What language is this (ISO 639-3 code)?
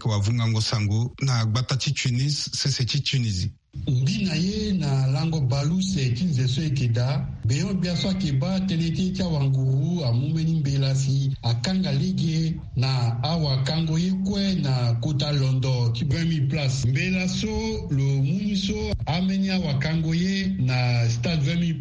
sag